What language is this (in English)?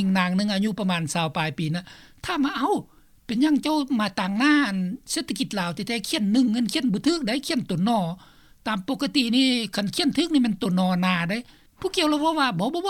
Lao